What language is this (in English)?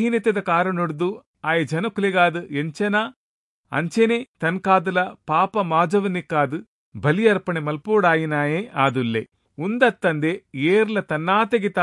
Tulu